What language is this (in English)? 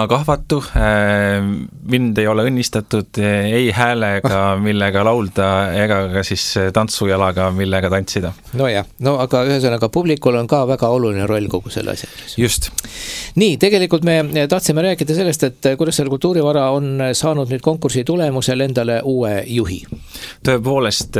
Estonian